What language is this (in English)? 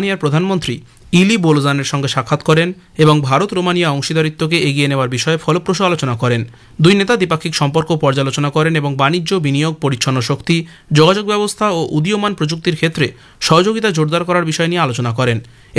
Bangla